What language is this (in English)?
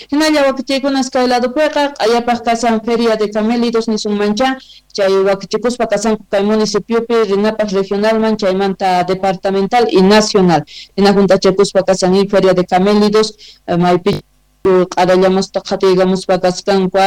South Bolivian Quechua